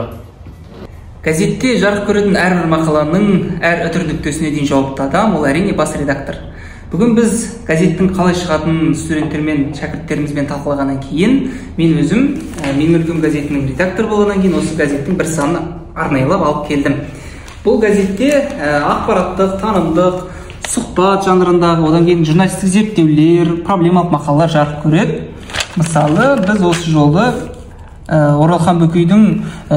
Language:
Kazakh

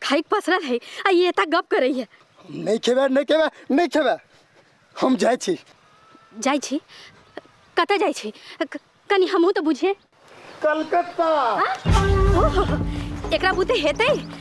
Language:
Maithili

